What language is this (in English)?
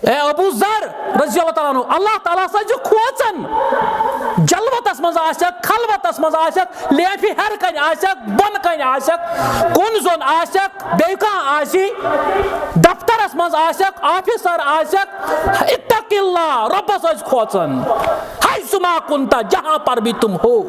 Kashmiri